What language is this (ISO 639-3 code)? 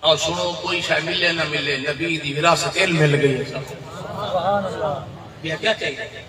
skr